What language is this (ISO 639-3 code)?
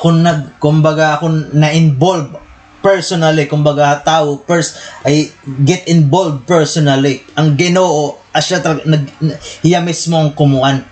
war